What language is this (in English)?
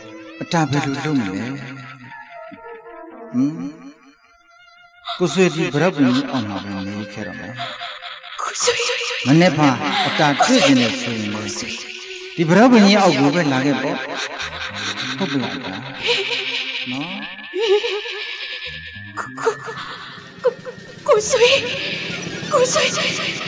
Burmese